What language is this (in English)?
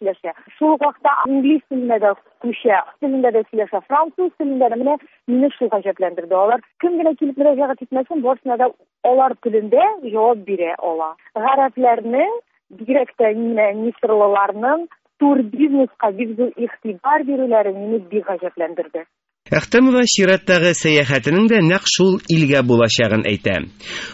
Tatar